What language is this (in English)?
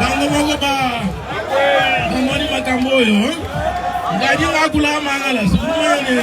Luba-Lulua